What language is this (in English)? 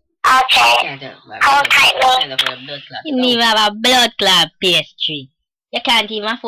Jamaican Creole English